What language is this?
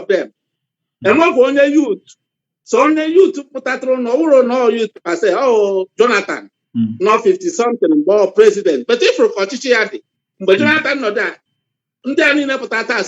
Igbo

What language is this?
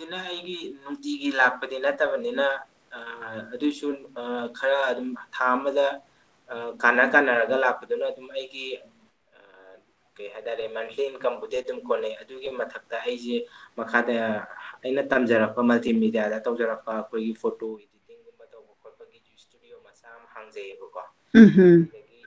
Manipuri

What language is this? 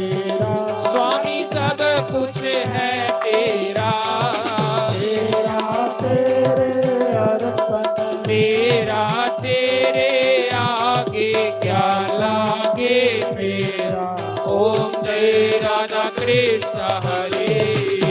Dogri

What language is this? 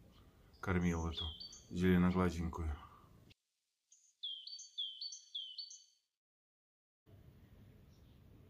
Russian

